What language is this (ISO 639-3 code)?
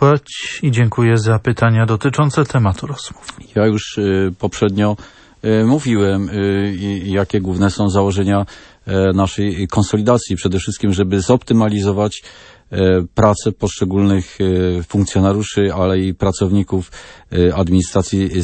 pol